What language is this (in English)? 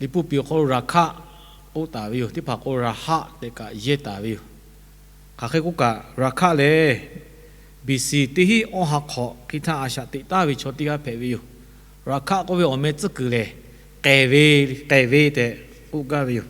Lahu